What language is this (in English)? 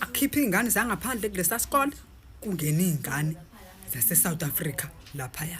Zulu